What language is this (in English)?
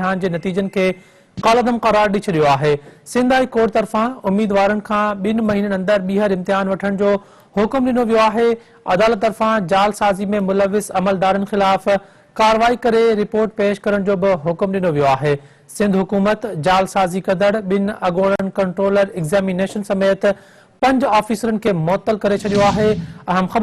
Sindhi